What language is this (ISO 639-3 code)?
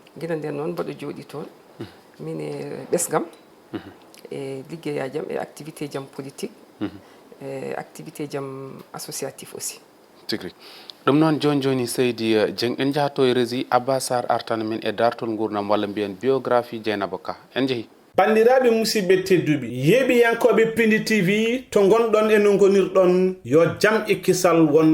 ful